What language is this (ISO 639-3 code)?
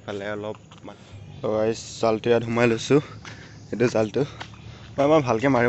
asm